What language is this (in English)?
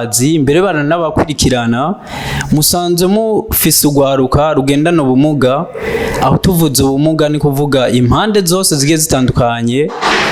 Rundi